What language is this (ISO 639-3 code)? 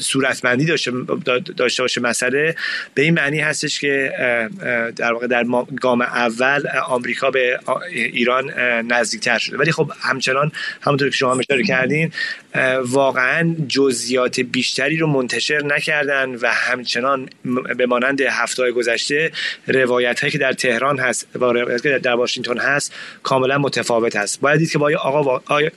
fas